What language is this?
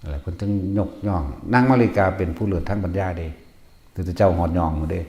Northeastern Thai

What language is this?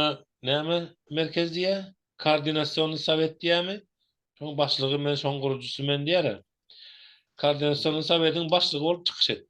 Turkmen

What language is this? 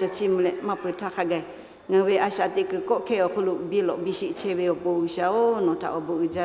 Lahu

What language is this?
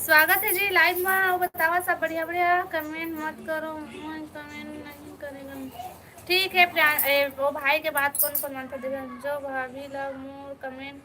Chhattisgarhi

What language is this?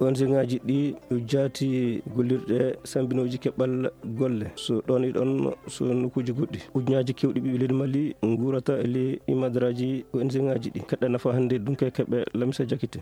Fula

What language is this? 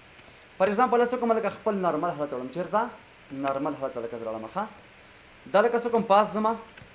Pashto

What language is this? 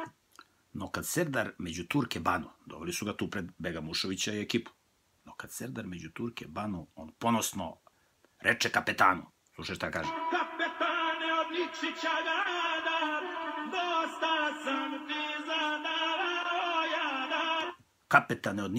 Serbian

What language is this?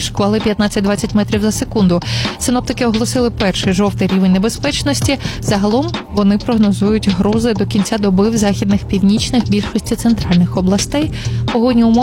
Ukrainian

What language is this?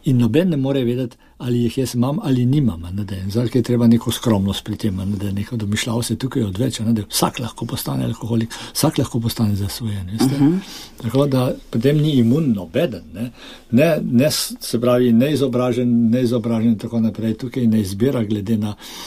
Slovenian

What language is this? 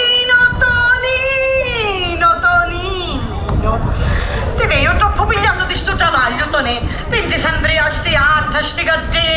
Sicilian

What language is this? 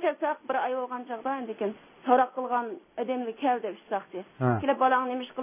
Uyghur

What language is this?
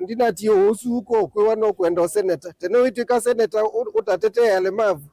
Kamba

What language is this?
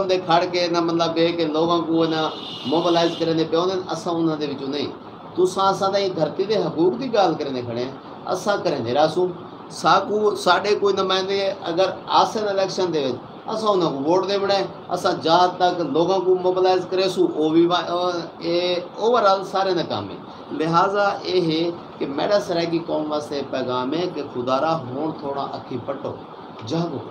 Saraiki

